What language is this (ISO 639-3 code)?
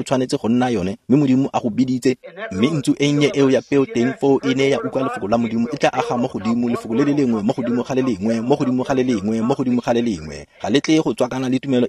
tsn